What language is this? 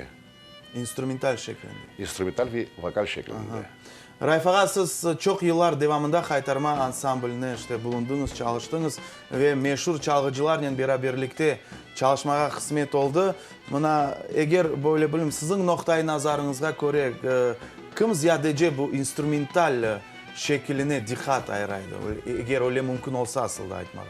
Crimean Tatar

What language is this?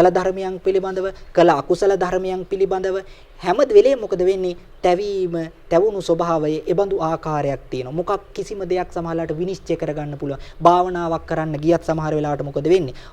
Sinhala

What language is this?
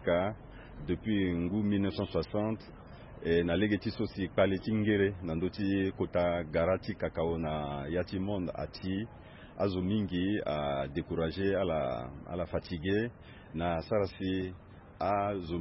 Sango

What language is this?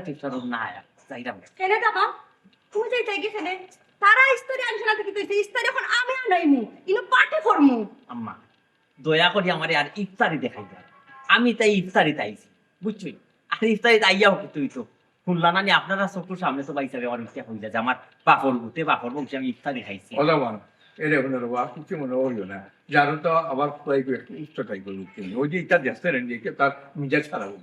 Sylheti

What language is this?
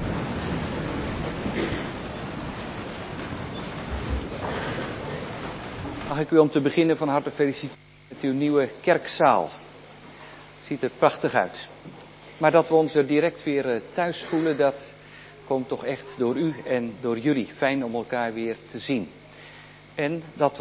Dutch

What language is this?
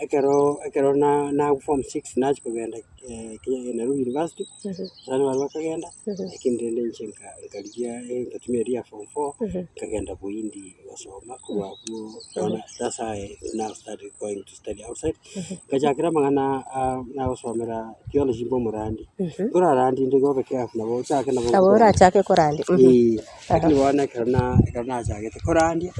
Gusii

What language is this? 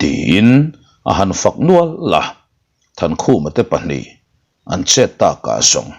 Mizo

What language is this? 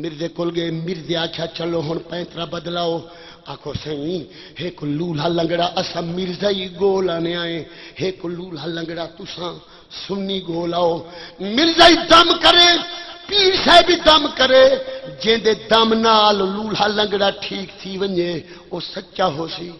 Saraiki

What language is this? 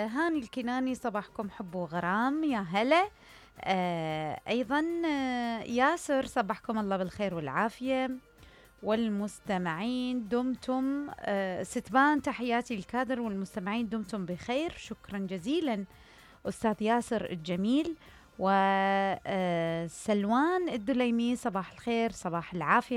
Mesopotamian Arabic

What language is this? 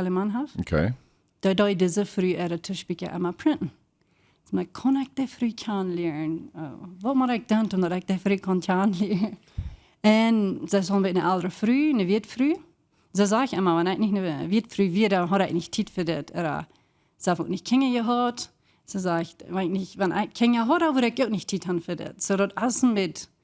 Plautdietsch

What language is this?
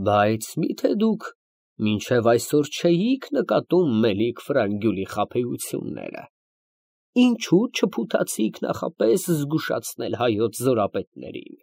Armenian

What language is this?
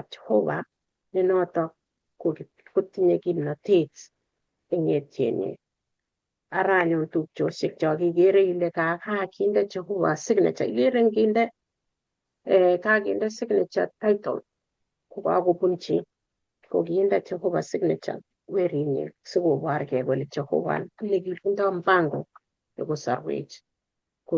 Kalenjin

